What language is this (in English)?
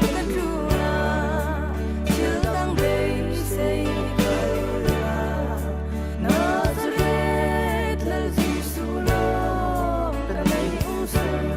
Falam Chin